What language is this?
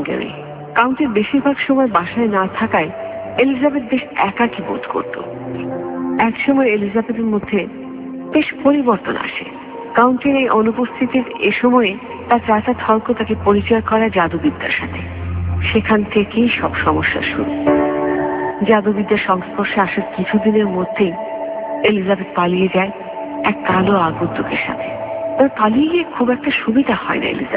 Bangla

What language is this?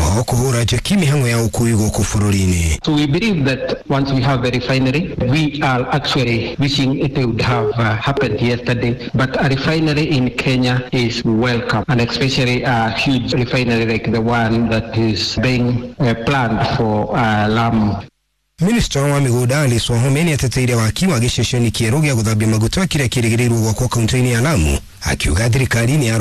Kikuyu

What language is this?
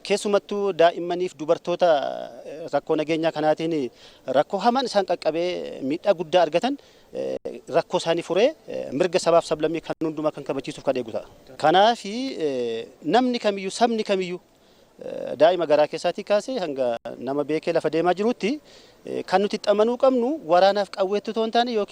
Oromo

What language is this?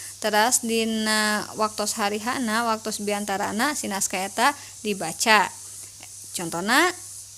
Sundanese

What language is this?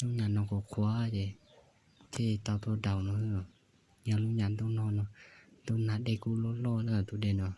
Hmong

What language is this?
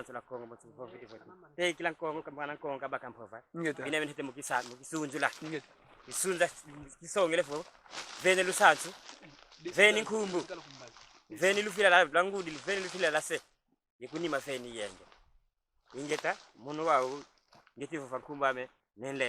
Kongo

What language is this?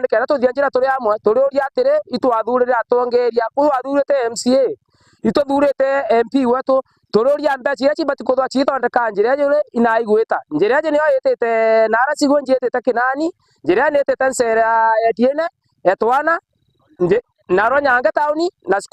Meru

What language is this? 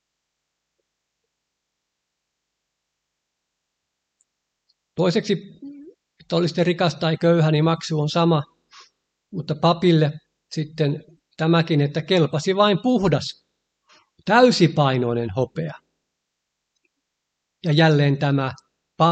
Finnish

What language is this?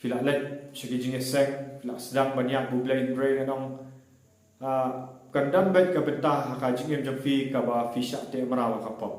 Khasi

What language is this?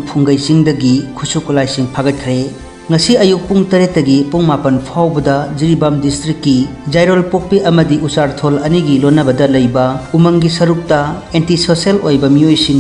Manipuri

